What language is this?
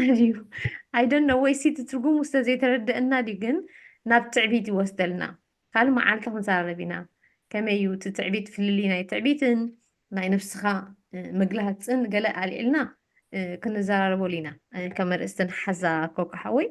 Tigrinya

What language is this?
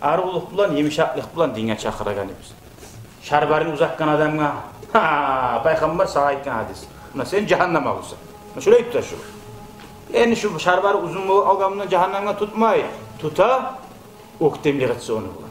Kumyk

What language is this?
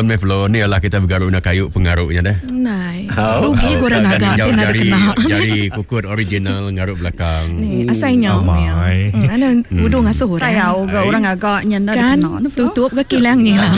Iban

